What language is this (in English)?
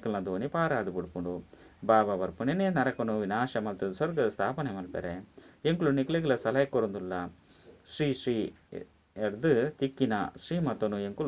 Tulu